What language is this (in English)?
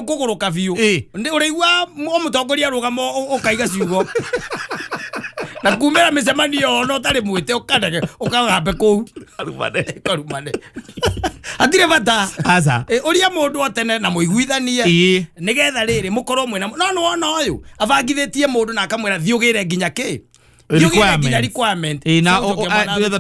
Kikuyu